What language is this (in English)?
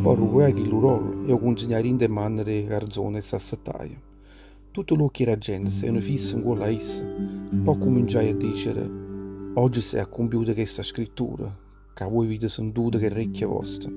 Neapolitan